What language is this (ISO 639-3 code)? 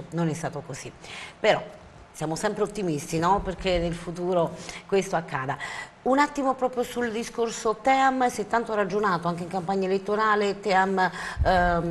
ita